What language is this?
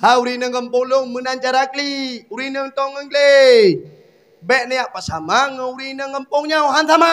Achinese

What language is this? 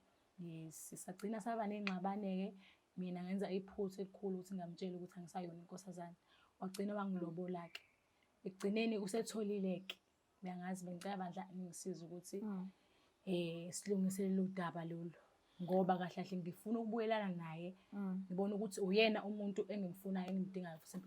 Zulu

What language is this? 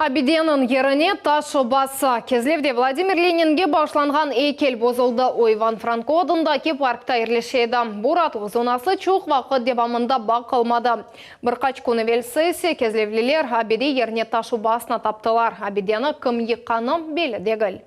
Crimean Tatar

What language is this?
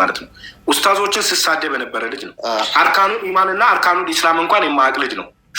Amharic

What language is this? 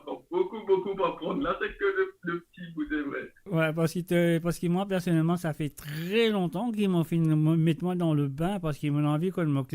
Morisyen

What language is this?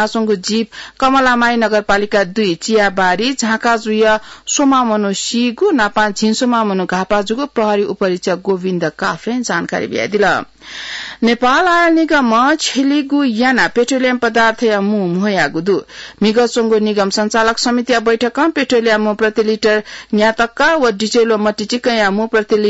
Newari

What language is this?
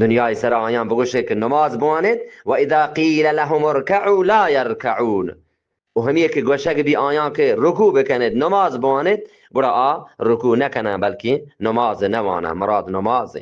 Eastern Balochi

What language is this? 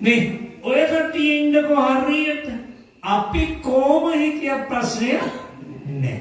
Sinhala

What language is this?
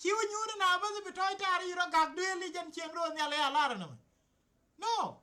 Nuer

